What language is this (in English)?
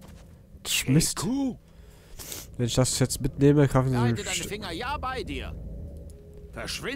German